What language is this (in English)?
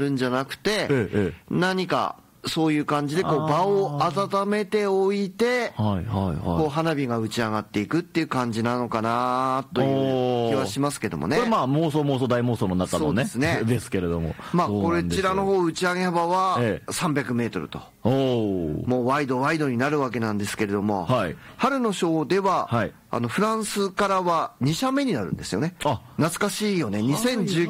Japanese